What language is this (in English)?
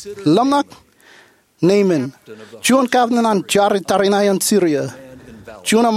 Marshallese